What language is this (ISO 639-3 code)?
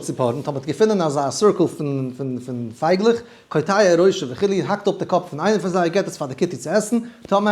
yid